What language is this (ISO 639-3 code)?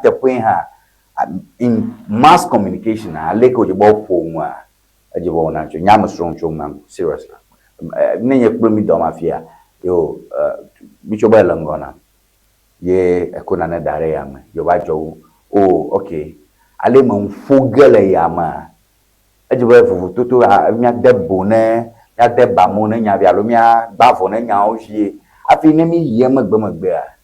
ewe